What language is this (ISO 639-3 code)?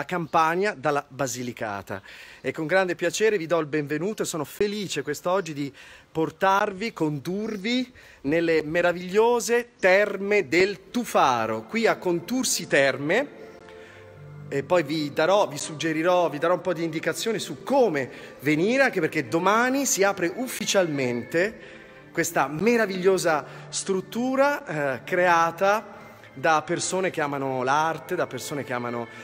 ita